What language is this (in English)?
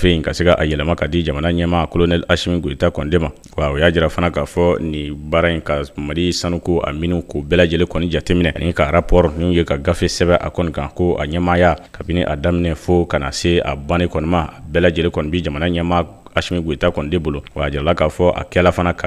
Bambara